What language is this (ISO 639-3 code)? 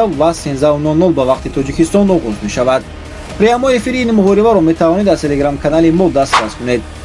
tgk